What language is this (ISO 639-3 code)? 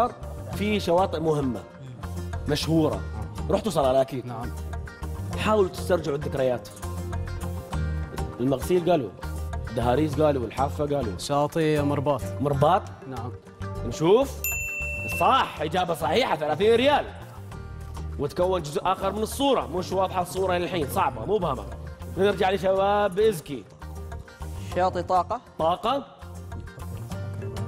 ara